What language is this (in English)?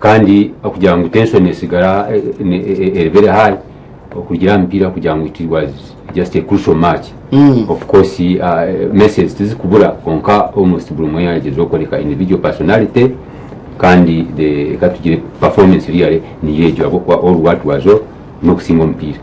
Nyankole